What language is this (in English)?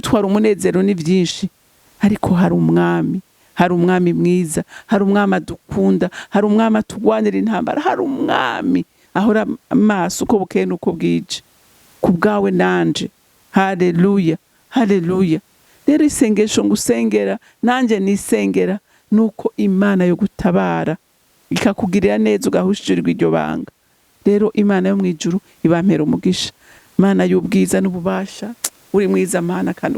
Rundi